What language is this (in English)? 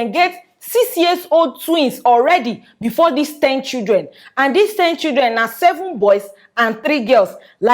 Nigerian Pidgin